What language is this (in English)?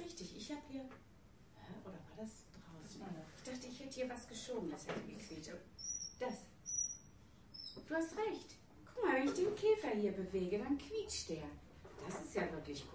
German